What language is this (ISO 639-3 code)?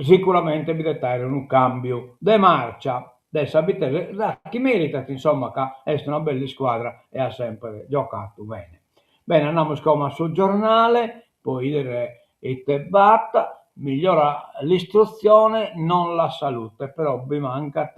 srd